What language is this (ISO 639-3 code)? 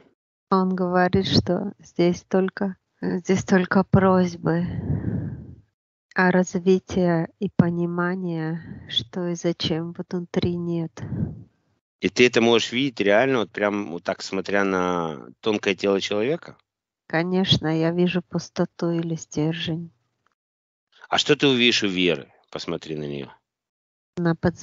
rus